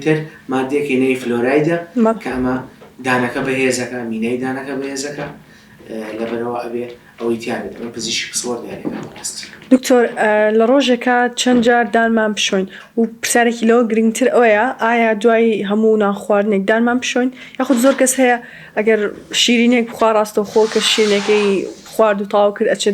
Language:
Central Kurdish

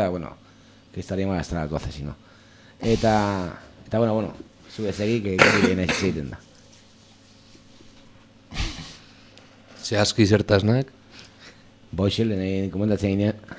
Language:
Basque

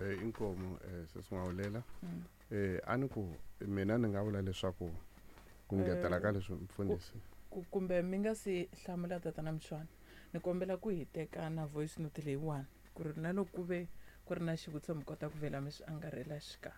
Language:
Tsonga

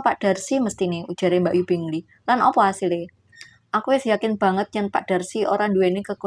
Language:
Javanese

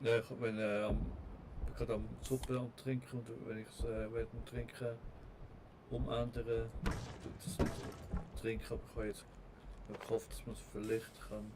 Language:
Swiss German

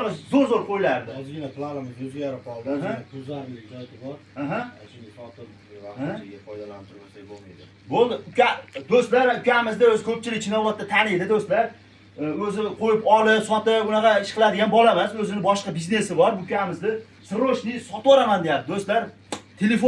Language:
Uzbek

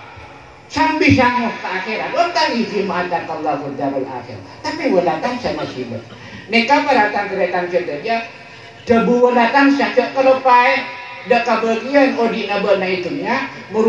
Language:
Madurese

